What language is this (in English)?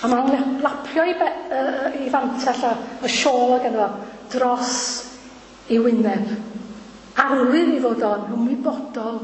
Welsh